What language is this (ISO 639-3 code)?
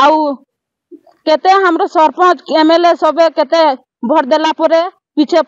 ori